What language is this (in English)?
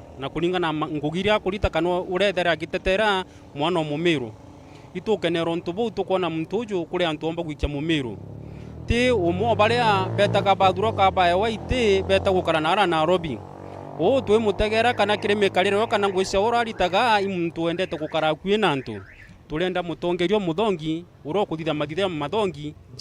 Meru